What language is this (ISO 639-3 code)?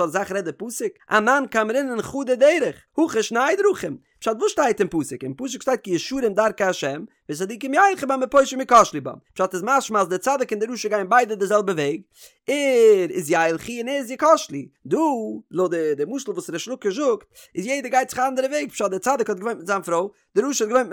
yid